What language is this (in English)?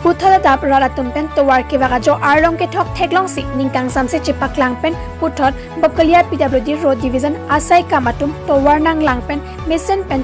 Karbi